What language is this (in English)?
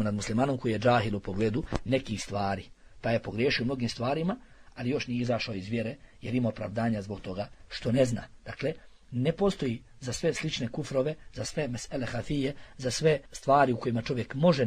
Bosnian